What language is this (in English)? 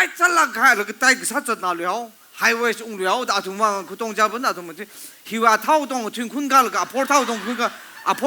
Tangkhul Naga (India)